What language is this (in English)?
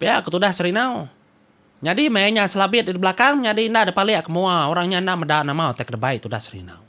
Iban